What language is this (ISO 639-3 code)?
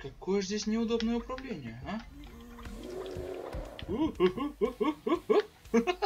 rus